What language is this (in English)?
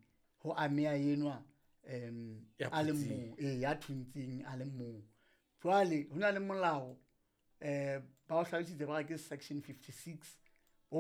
Southern Sotho